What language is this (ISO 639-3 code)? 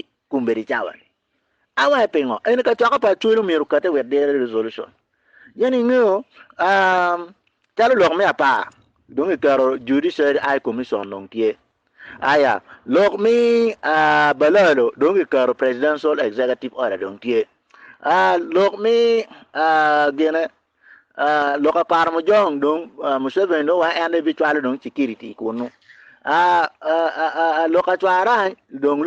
ach